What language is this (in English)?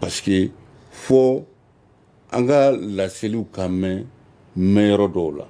Bambara